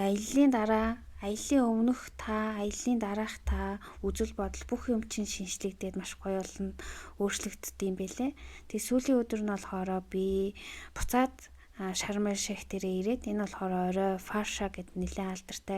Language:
Mongolian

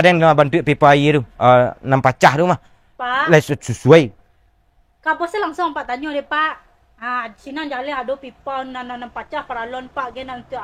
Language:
Minangkabau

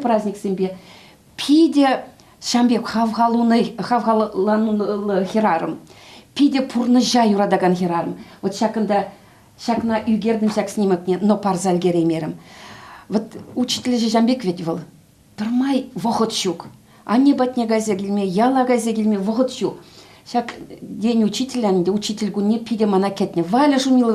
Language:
Chuvash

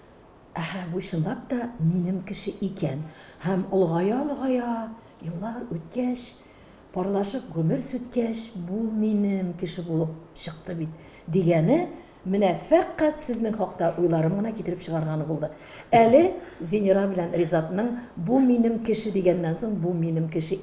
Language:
Tatar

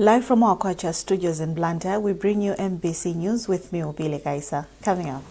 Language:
English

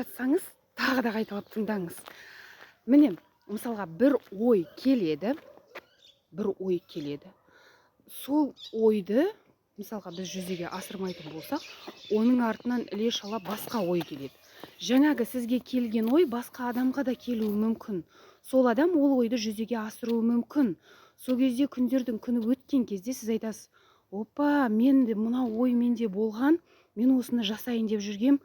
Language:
Kazakh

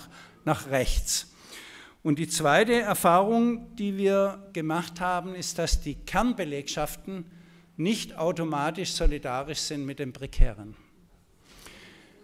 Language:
German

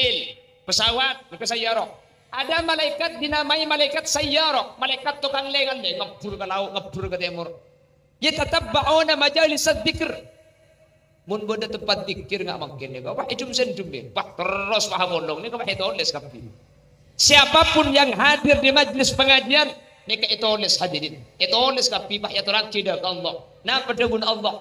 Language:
Madurese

